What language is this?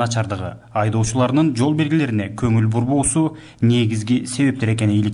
Kyrgyz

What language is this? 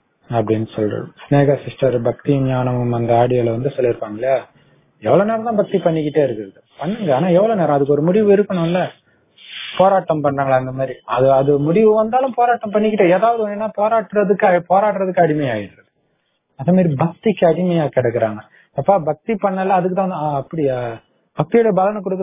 Tamil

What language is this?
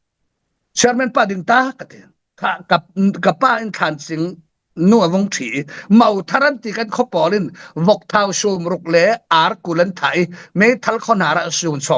Falam Chin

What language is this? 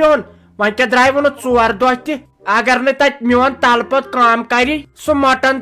Kashmiri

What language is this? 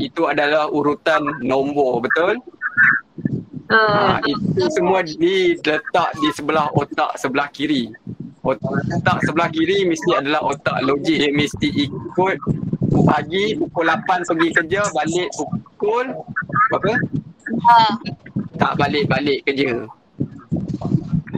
Malay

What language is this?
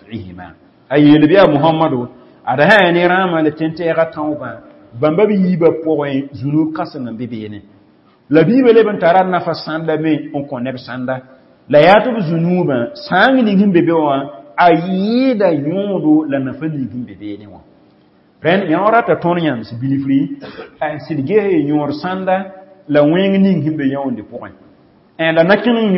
Mossi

